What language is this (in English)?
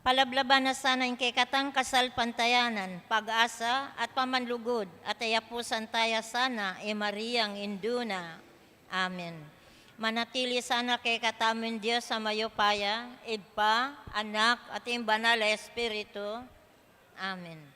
Pampanga